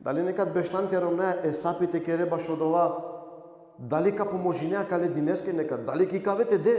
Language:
Balkan Romani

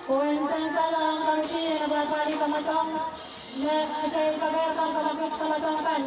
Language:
Pohnpeian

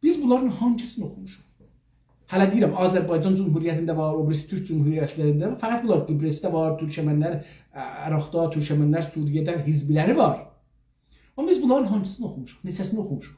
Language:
South Azerbaijani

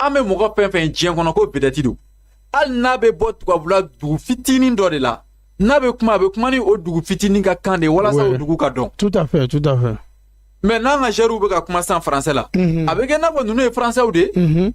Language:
Bambara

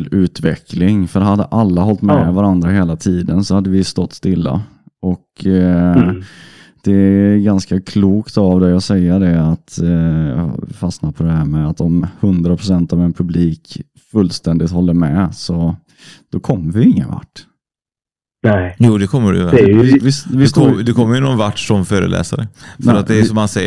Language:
Swedish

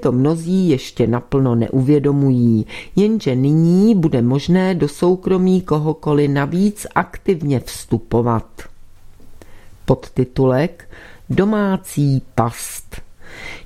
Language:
Czech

